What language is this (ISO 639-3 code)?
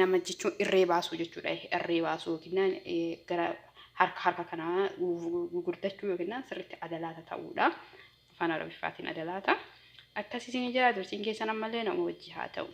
orm